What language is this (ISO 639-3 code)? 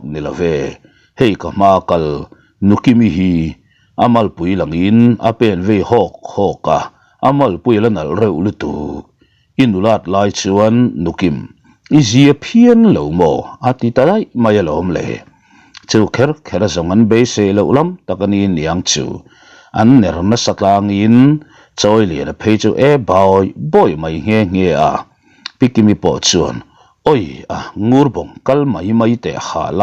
lus